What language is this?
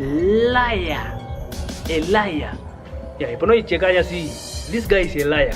Kwangali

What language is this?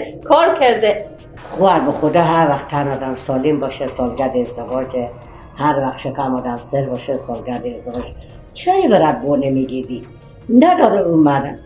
Persian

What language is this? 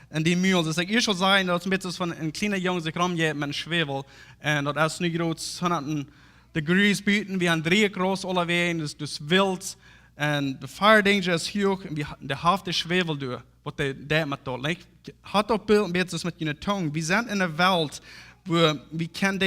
Plautdietsch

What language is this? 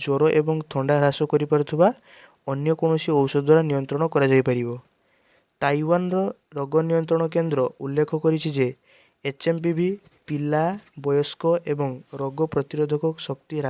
Odia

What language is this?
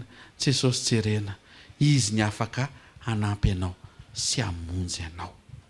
Malagasy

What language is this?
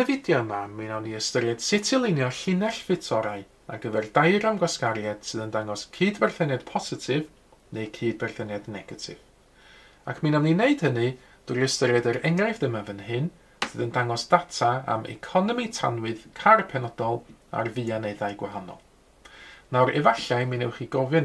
Welsh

